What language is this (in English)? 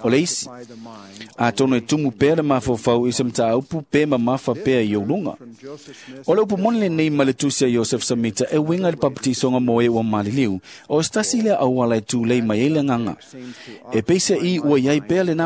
Samoan